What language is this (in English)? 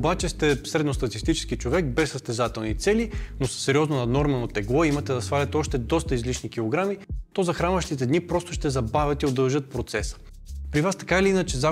Bulgarian